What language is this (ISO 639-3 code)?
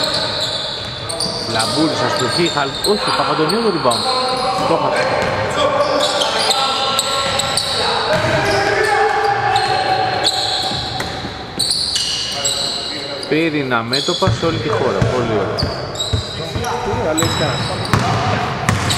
ell